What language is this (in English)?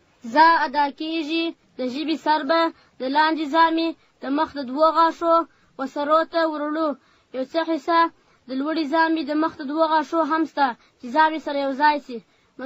Pashto